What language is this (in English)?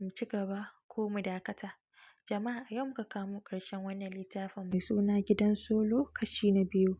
Hausa